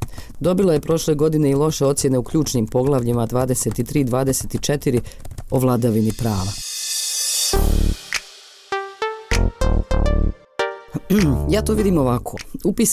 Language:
Bosnian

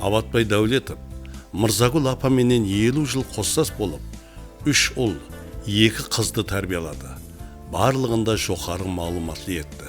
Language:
Kara-Kalpak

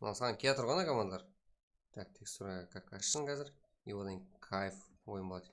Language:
Kara-Kalpak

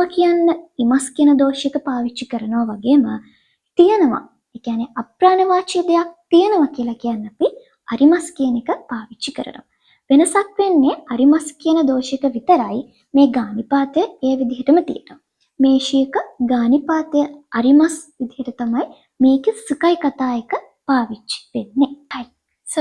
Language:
Sinhala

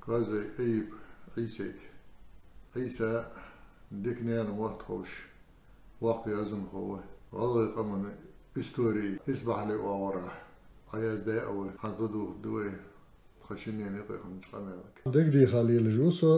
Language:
Ingush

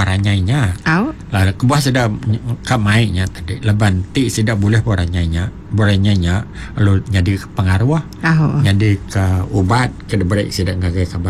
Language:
Iban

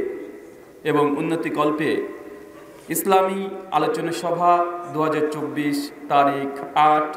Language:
Bangla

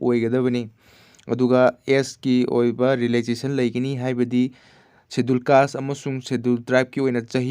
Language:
Manipuri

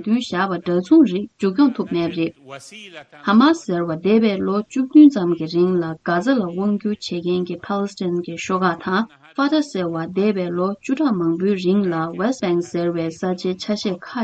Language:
Tibetan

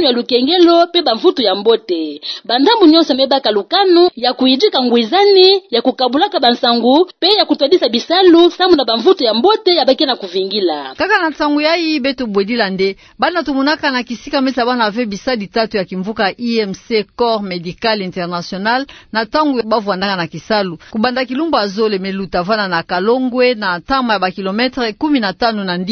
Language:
Kituba (Democratic Republic of Congo)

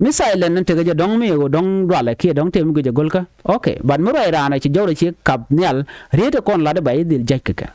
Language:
Nuer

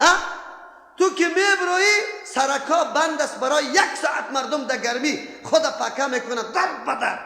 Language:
Persian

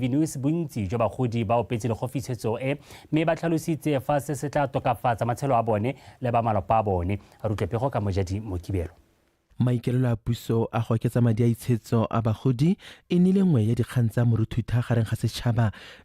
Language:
Tswana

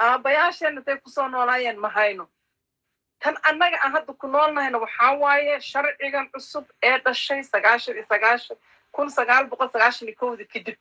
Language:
Somali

